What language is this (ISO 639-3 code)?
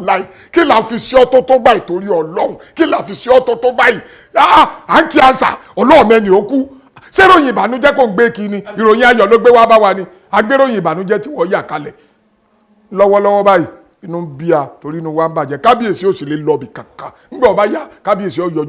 yor